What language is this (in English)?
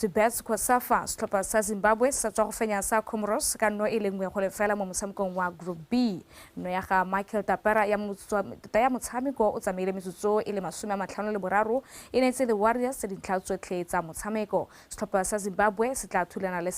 Tswana